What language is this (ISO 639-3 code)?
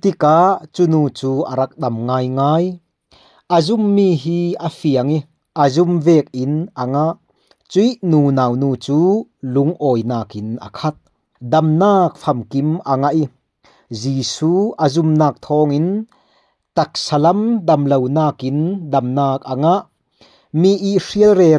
cfm